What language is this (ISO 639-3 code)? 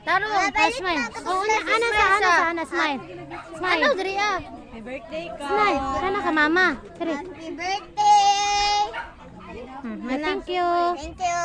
ceb